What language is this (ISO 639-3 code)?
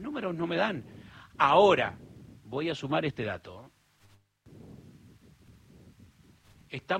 spa